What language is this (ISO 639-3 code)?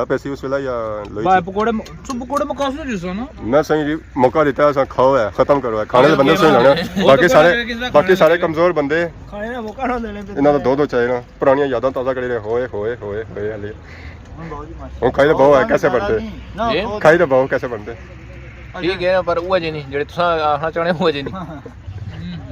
phr